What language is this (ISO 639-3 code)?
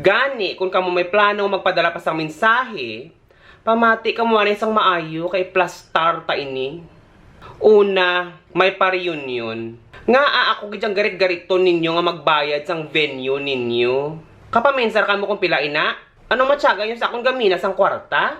hil